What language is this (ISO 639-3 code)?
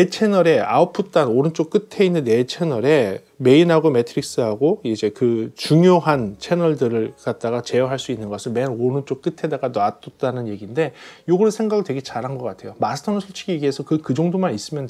kor